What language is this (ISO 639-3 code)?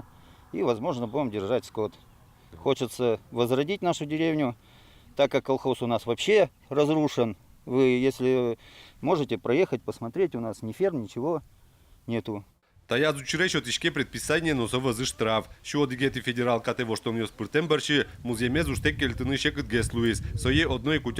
udm